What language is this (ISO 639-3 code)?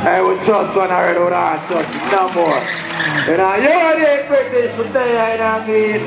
jam